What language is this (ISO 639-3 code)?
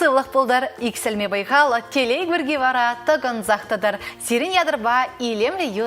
chv